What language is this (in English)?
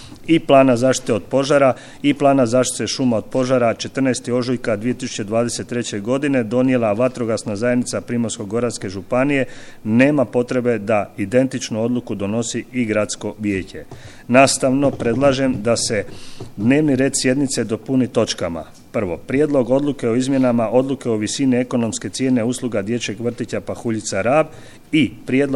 Croatian